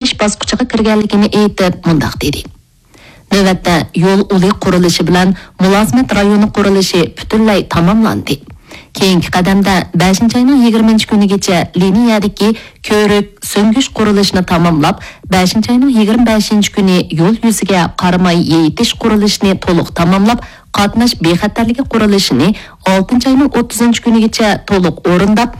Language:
Uyghur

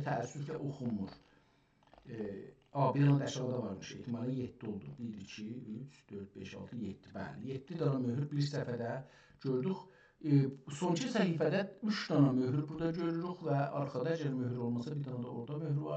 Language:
South Azerbaijani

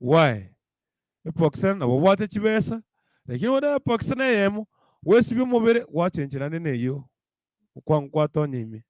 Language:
Gusii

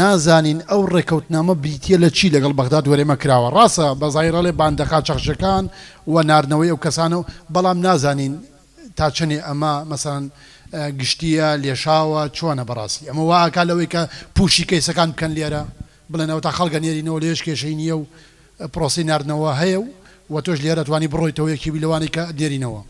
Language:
Central Kurdish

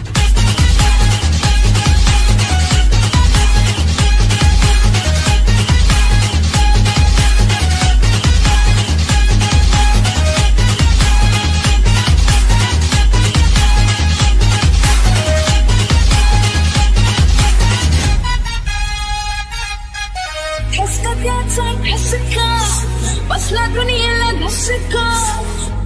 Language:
Marathi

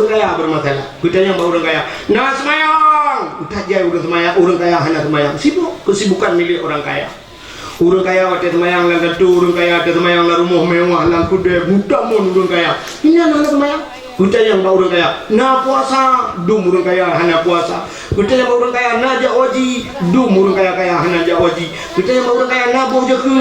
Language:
Achinese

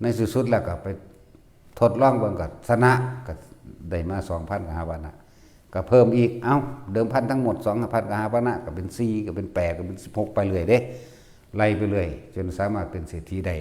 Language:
Northeastern Thai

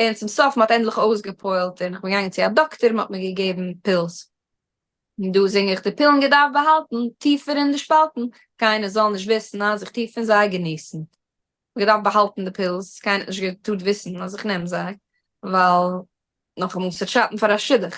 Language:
Yiddish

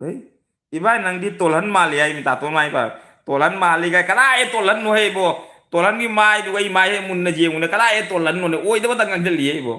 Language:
Manipuri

